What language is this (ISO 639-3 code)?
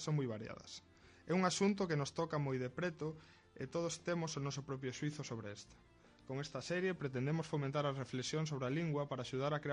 glg